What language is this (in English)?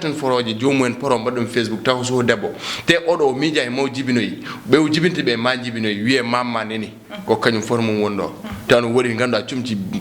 Fula